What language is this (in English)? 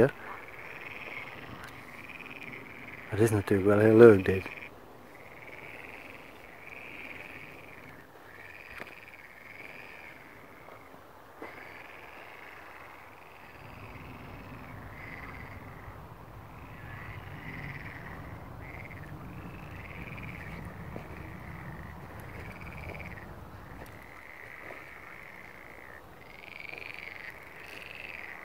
Dutch